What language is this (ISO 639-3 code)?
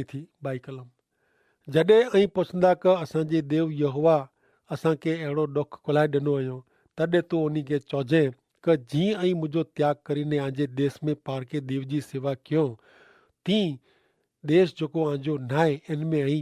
kfr